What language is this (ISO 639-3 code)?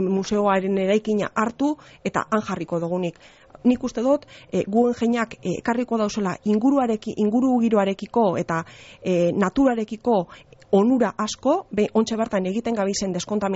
eus